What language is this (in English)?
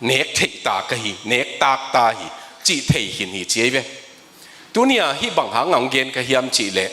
Tedim Chin